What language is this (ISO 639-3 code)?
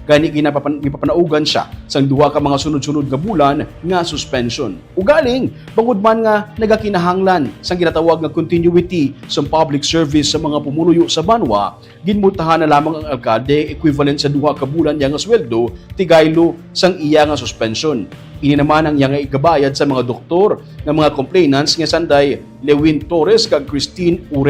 hil